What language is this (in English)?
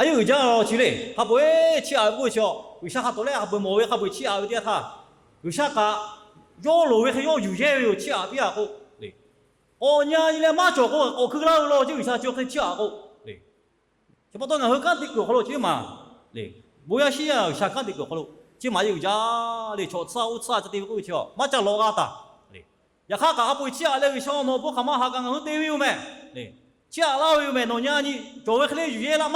Lahu